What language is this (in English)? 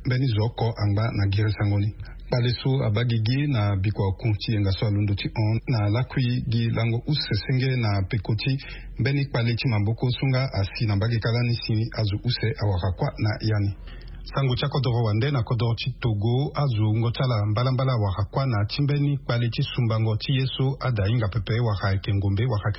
Sango